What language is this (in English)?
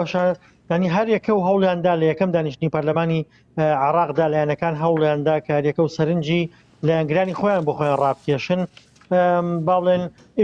Central Kurdish